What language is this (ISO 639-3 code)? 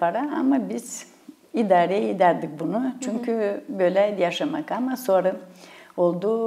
gag